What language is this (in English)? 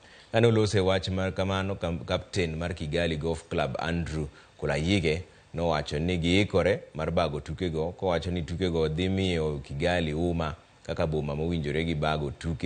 Luo (Kenya and Tanzania)